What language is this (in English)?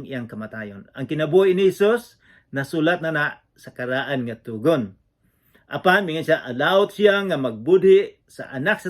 Cebuano